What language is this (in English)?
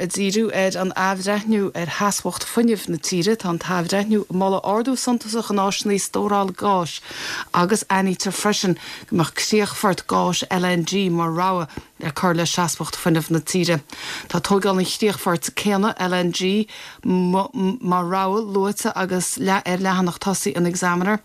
Irish